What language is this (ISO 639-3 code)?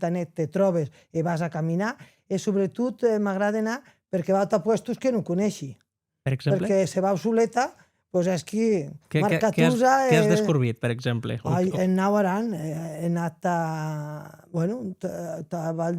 oci